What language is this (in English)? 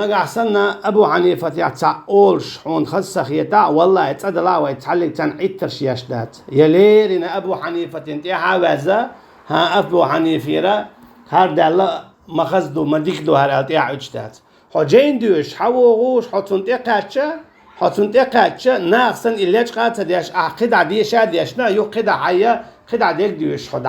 Chechen